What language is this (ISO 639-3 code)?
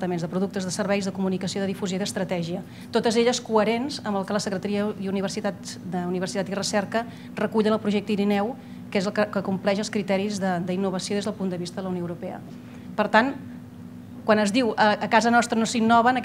cat